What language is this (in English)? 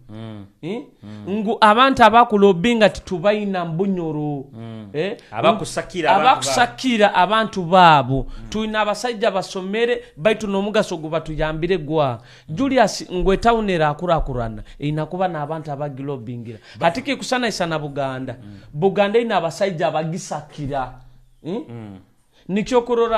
Nyoro